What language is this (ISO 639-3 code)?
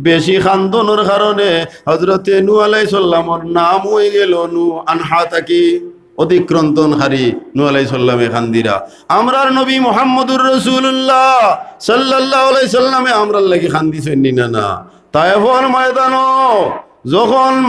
syl